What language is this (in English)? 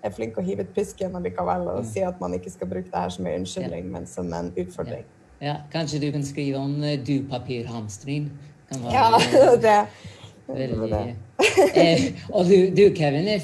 Norwegian